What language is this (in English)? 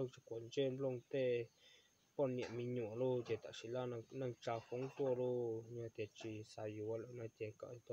Hmong